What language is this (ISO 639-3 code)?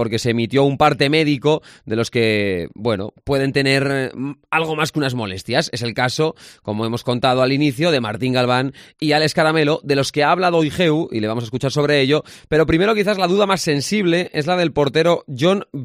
spa